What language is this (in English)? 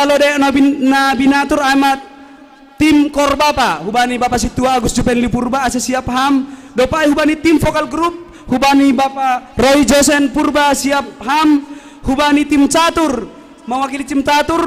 Batak Simalungun